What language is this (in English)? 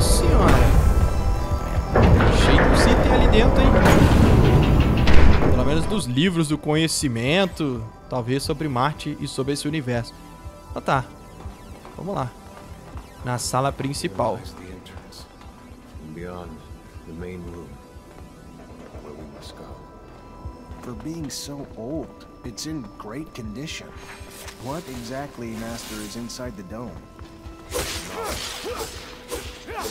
Portuguese